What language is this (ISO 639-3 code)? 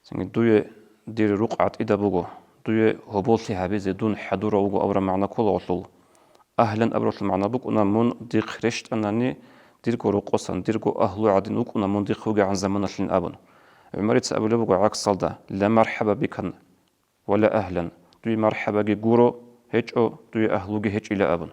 ava